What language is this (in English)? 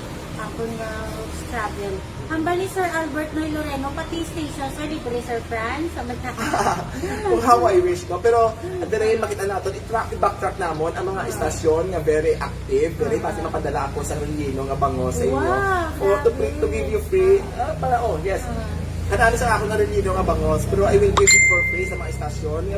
Hiligaynon